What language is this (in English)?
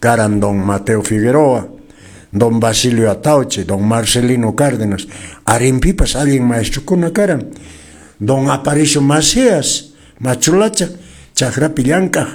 Quechua